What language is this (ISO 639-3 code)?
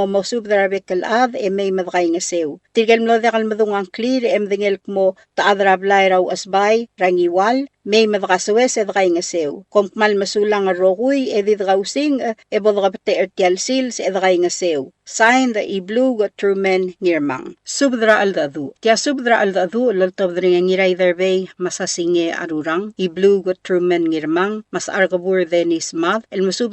pau